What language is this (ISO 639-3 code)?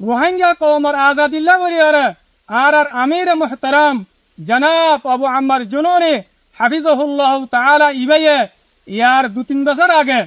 rhg